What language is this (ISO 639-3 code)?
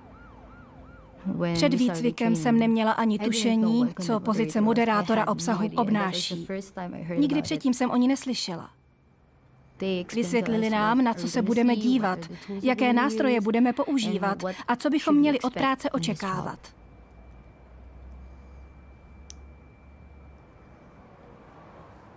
ces